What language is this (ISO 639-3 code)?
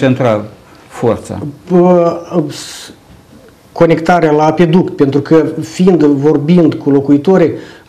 ron